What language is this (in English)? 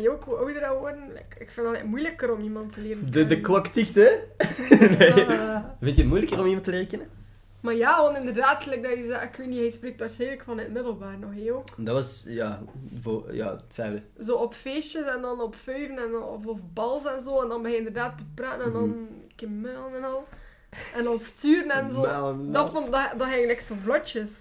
Dutch